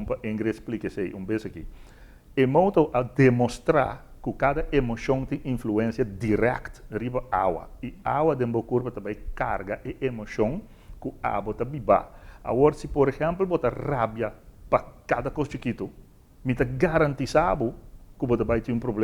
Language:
Papiamento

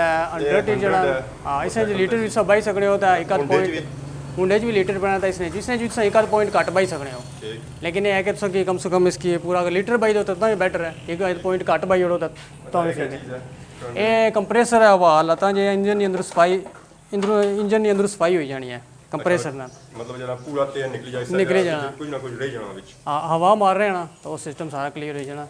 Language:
Pahari-Potwari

